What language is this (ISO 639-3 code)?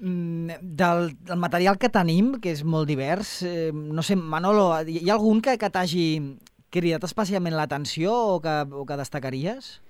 cat